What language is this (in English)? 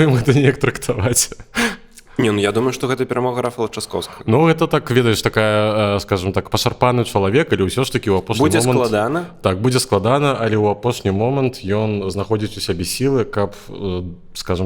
Belarusian